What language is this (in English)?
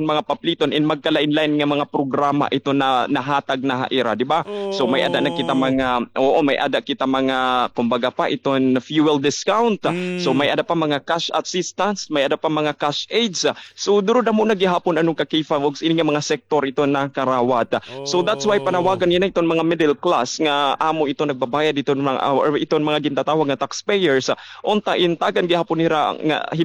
Waray